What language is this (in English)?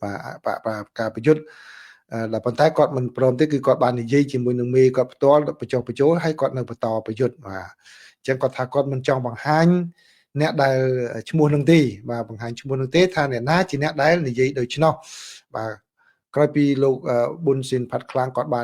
Khmer